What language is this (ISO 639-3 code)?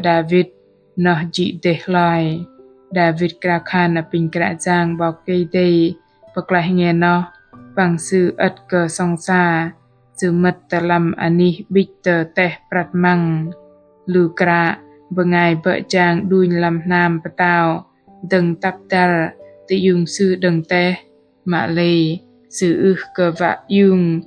bdq